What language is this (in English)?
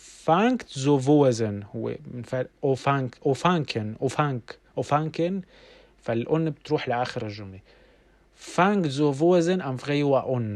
North Levantine Arabic